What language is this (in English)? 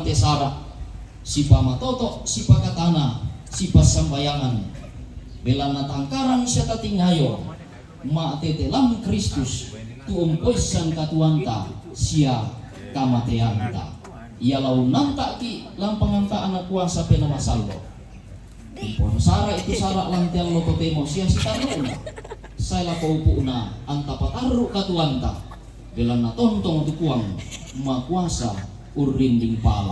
Toraja-Sa'dan